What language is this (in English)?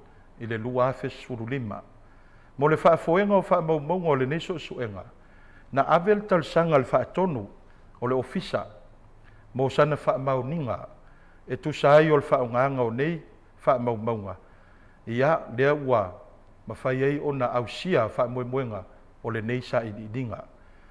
Samoan